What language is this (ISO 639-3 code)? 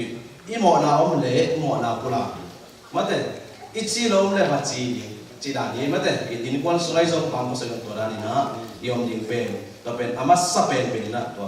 ctd